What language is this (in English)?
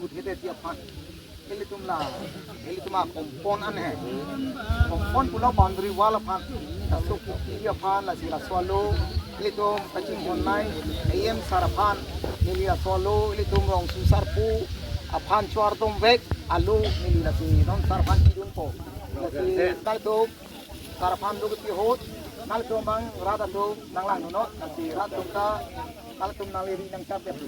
Karbi